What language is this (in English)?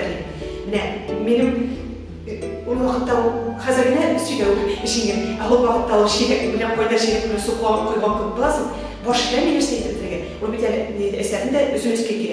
Tatar